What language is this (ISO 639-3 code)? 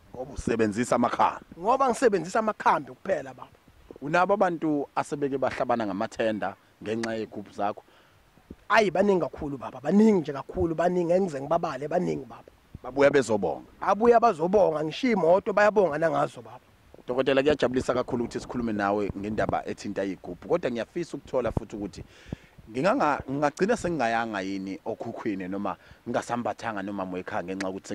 zul